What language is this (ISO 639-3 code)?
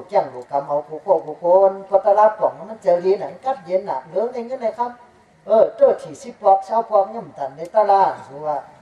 shn